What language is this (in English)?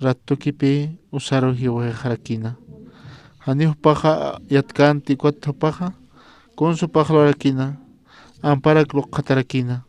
Aymara